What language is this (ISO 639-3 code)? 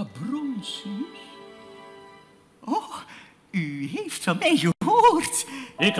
nld